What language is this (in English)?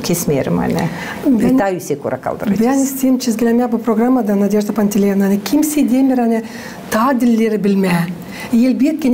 Gagauz